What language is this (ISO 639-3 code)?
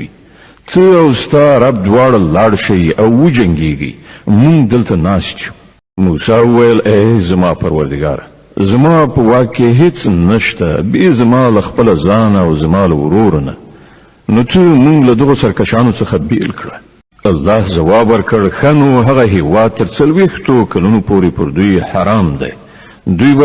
pus